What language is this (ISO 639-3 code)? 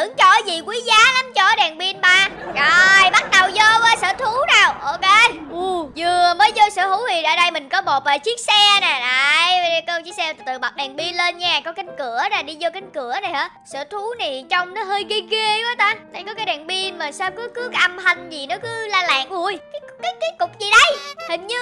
vie